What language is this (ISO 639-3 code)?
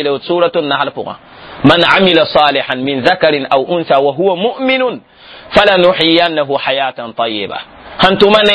mos